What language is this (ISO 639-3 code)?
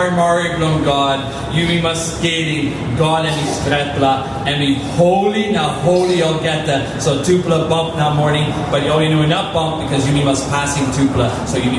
tpi